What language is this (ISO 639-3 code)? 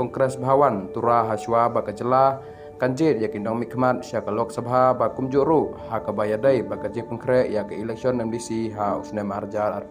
kha